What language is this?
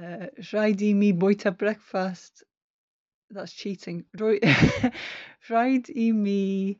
Welsh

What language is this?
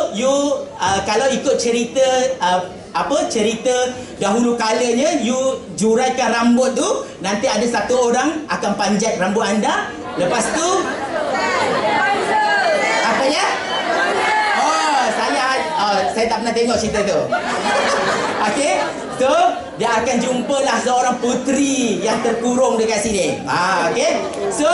Malay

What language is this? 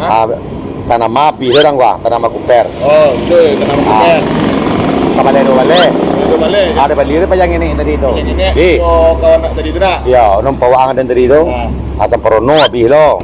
Minangkabau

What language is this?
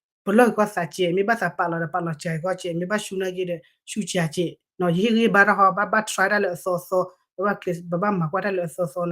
S'gaw Karen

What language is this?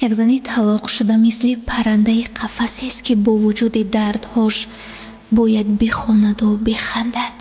Tajik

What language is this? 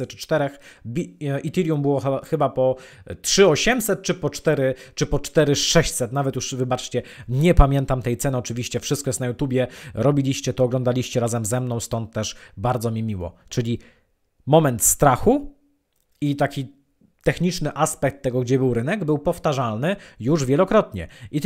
Polish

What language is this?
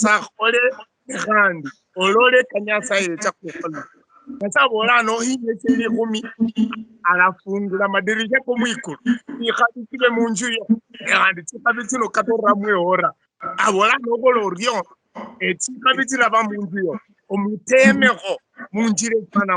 Luyia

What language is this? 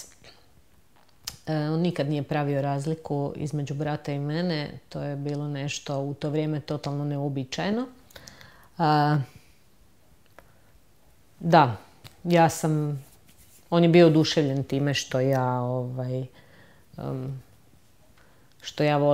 Croatian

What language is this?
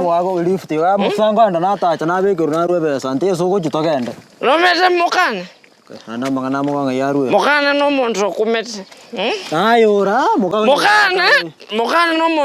Gusii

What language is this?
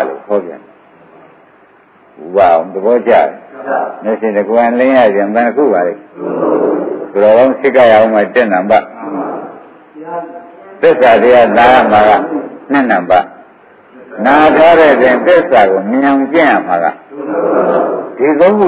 Burmese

